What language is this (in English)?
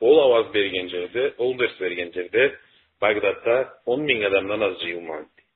Karachay-Balkar